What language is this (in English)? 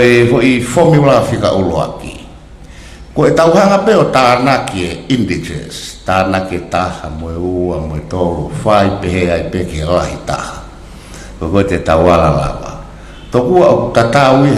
Tongan